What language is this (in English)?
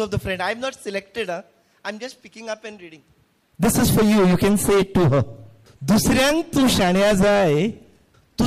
Konkani